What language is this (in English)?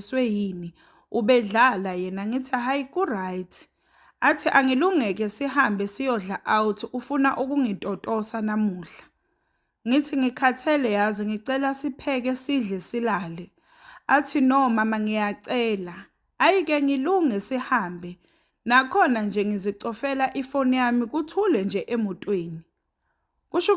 Zulu